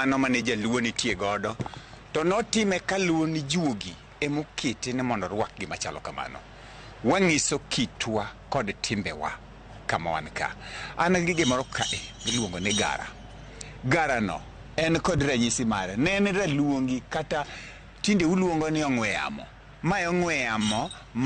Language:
Luo (Kenya and Tanzania)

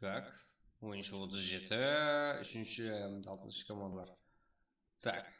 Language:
Kara-Kalpak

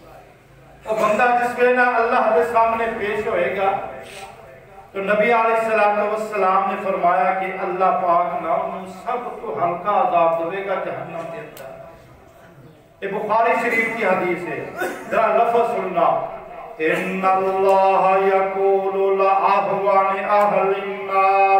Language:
Urdu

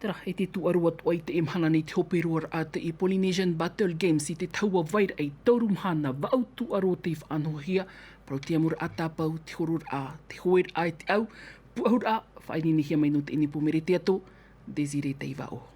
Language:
Tahitian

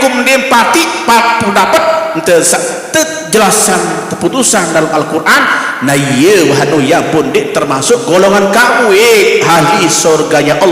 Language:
Sasak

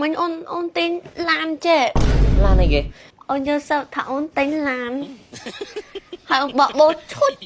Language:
Khmer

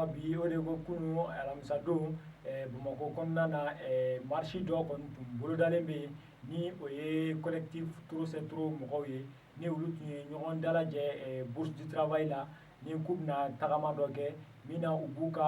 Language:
Bambara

